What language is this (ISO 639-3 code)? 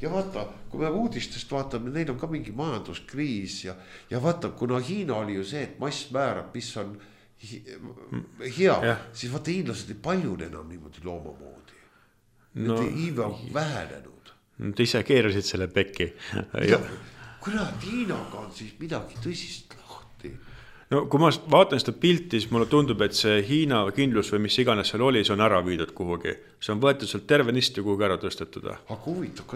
est